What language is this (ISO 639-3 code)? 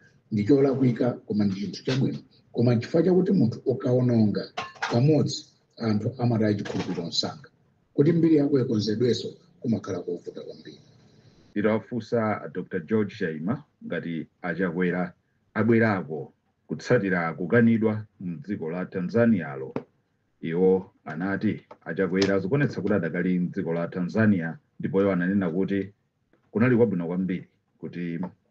nya